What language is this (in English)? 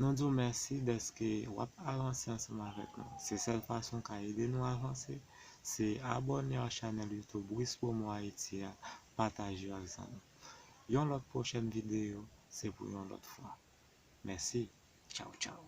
Haitian Creole